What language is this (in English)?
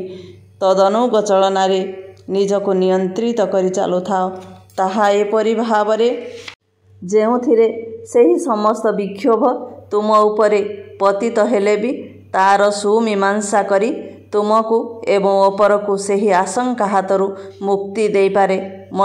Odia